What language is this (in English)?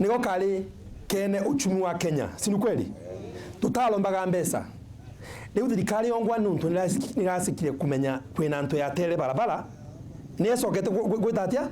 Meru